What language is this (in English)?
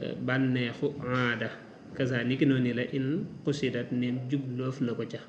Wolof